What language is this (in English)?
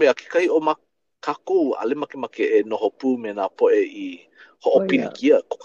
Hawaiian